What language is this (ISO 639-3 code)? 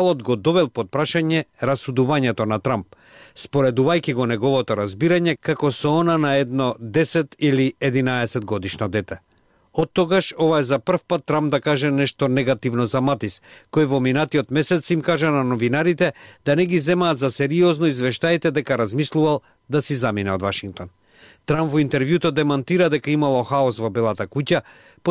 mkd